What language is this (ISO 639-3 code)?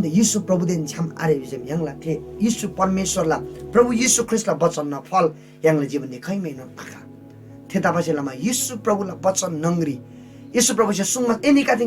taj